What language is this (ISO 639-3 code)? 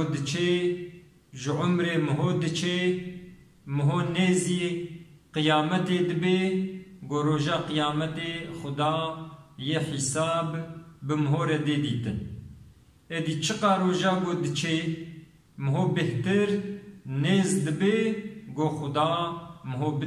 kur